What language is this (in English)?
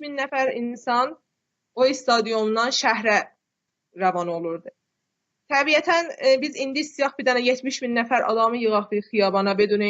South Azerbaijani